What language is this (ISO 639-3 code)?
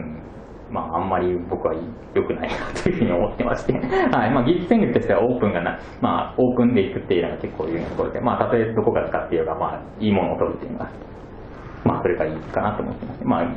jpn